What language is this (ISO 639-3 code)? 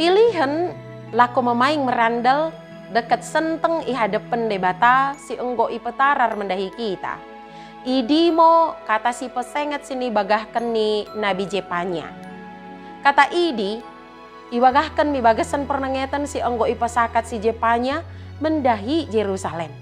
btd